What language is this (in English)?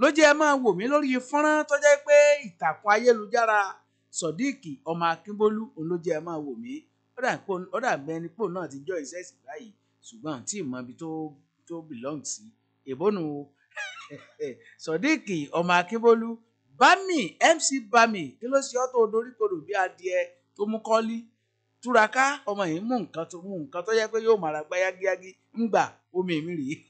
Yoruba